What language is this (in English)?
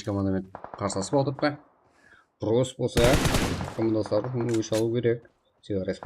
Kara-Kalpak